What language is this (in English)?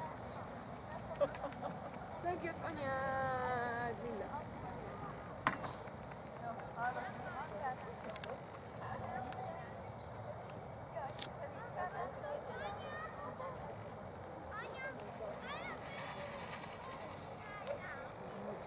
Hungarian